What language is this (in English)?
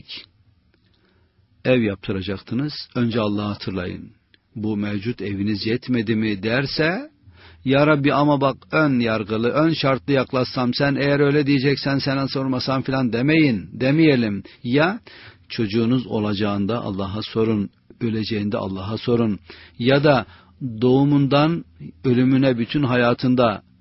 Turkish